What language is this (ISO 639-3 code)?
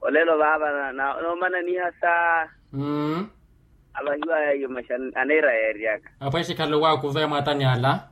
vmw